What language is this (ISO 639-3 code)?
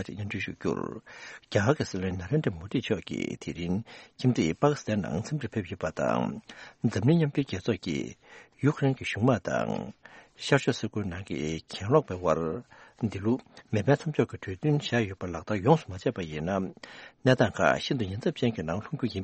bod